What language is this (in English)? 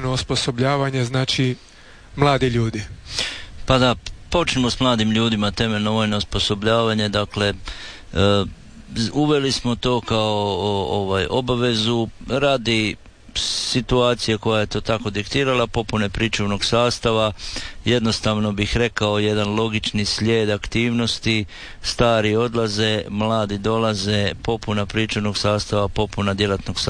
Croatian